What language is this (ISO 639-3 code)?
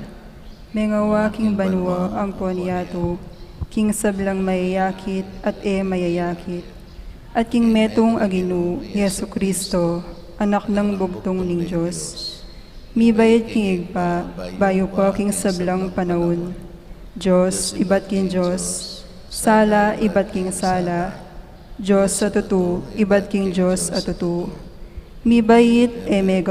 pam